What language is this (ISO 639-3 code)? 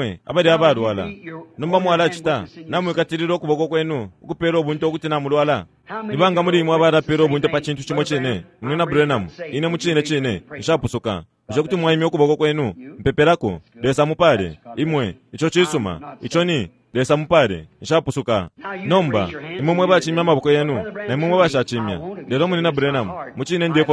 bem